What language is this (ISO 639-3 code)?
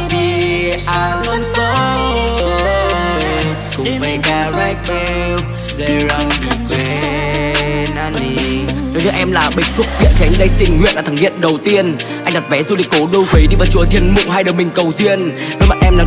vie